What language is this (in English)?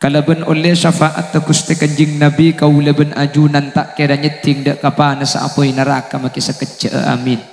Madurese